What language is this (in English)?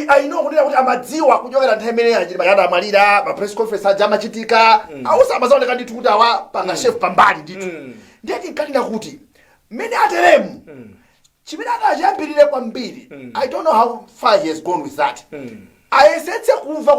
Nyanja